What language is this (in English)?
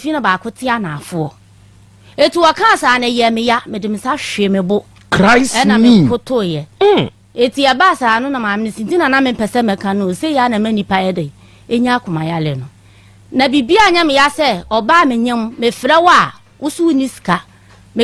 Akan